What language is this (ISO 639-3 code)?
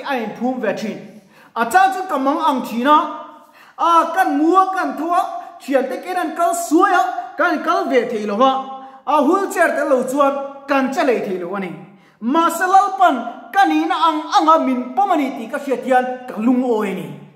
lus